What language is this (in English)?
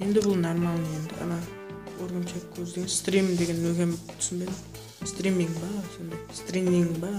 Kara-Kalpak